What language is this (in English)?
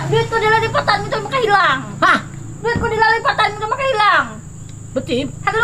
Banjar